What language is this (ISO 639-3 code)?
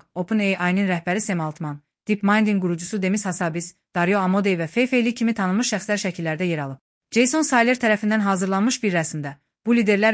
aze